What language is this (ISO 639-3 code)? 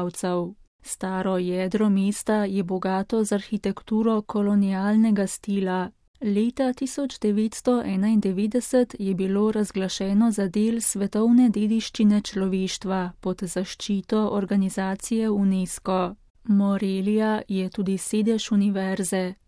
slv